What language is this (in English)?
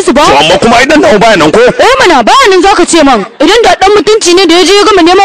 Hausa